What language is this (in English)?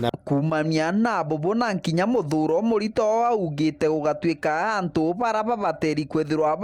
Meru